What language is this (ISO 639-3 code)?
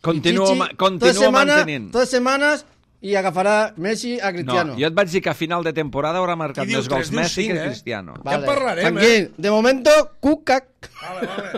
cat